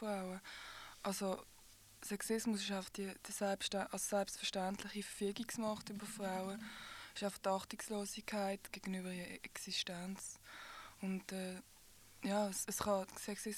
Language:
German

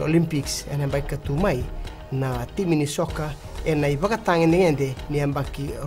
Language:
Fijian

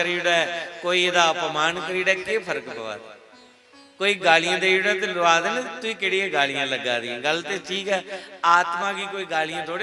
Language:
Dogri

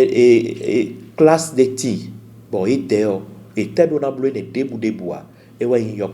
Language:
Fon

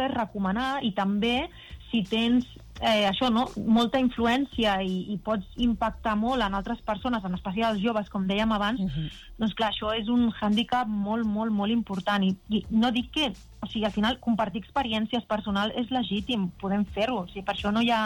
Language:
Catalan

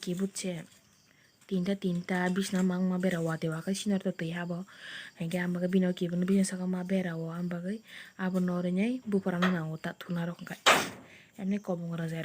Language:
Kok Borok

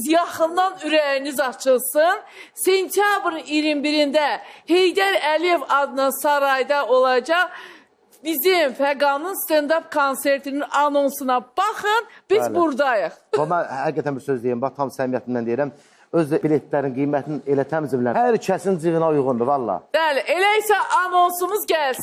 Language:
Azerbaijani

